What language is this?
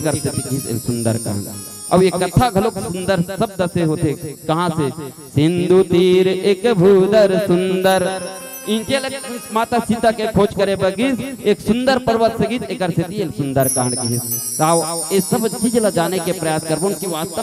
Chhattisgarhi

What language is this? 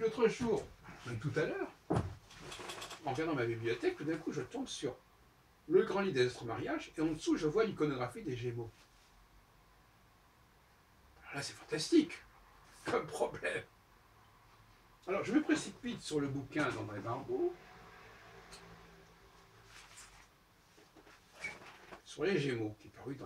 French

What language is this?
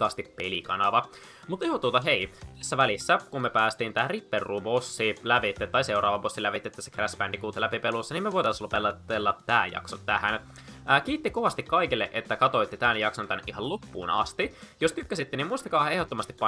Finnish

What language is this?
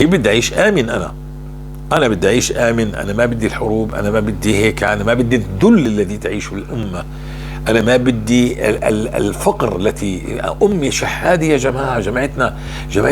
North Levantine Arabic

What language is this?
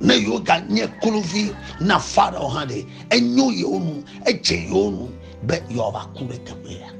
Ewe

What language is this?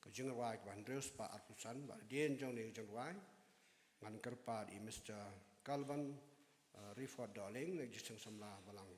Khasi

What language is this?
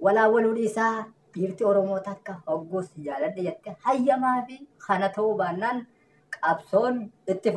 Oromo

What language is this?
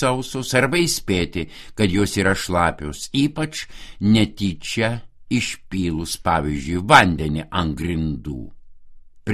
Lithuanian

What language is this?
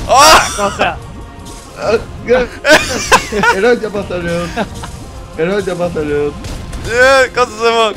Faroese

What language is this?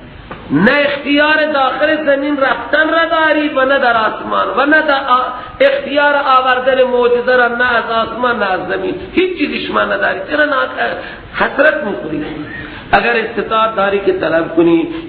Persian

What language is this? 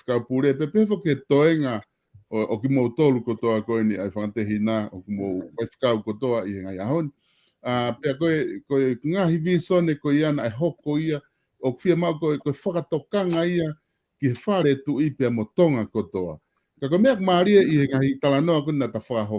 Tongan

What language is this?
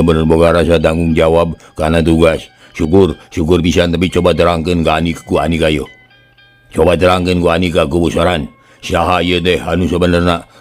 Sundanese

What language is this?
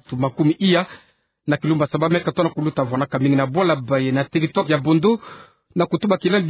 Kituba (Democratic Republic of Congo)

